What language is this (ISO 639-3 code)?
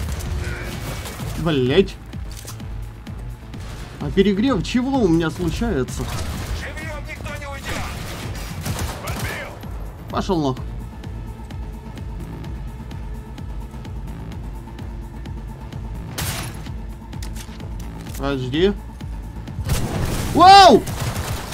rus